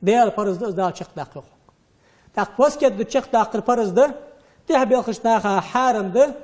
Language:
Ingush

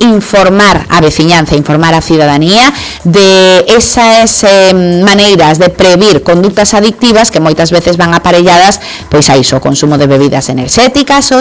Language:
Galician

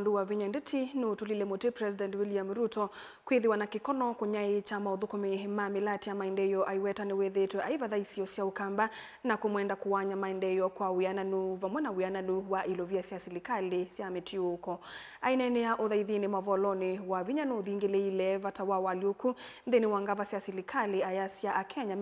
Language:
Kamba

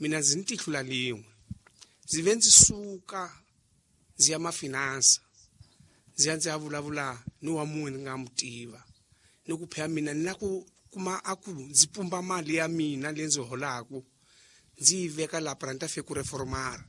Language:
Tsonga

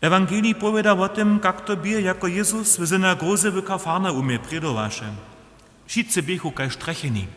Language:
Upper Sorbian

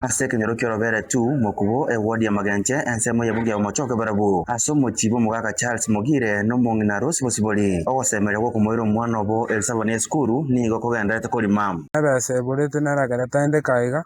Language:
Gusii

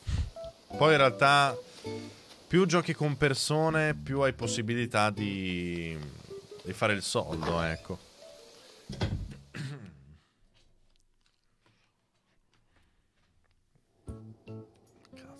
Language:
Italian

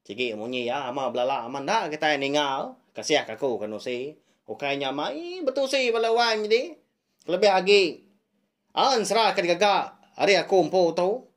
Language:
Iban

